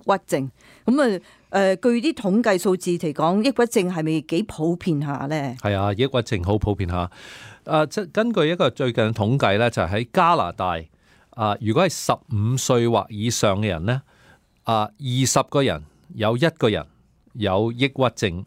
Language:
Cantonese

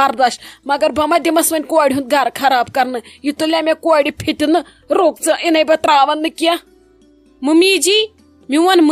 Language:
Kashmiri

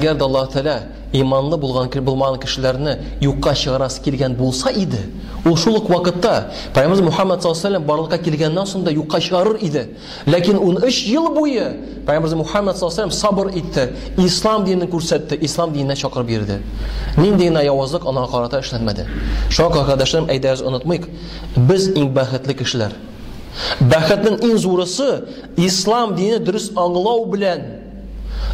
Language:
Tatar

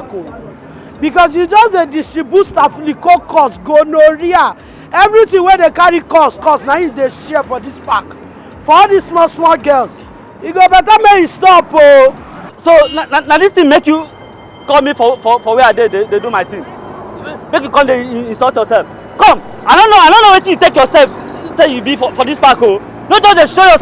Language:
Nigerian Pidgin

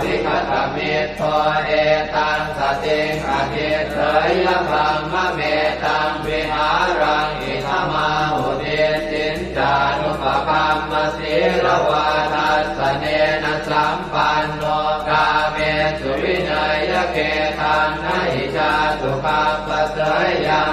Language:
Pali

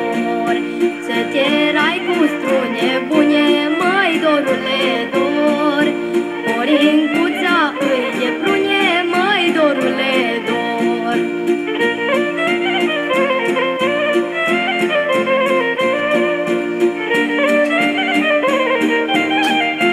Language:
Romanian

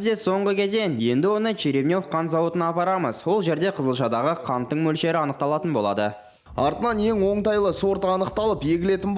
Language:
Kazakh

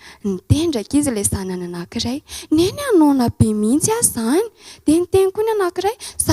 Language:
Malagasy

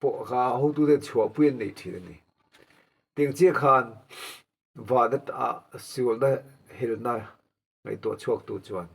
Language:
Mizo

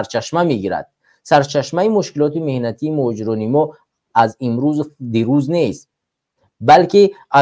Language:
Tajik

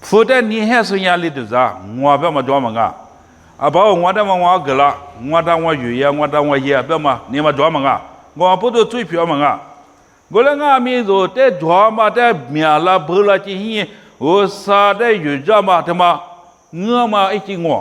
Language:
Lisu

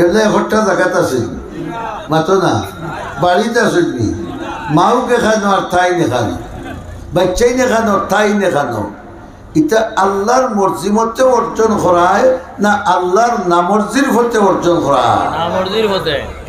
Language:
Sylheti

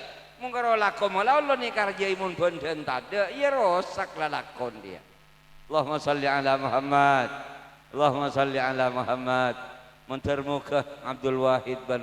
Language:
Madurese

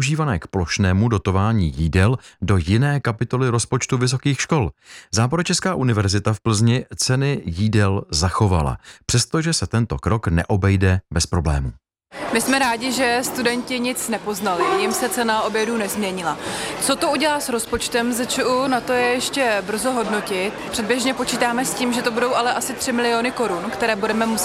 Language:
Czech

